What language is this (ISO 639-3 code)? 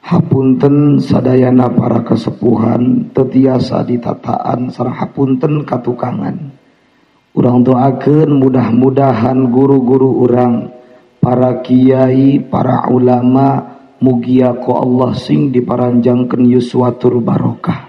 sun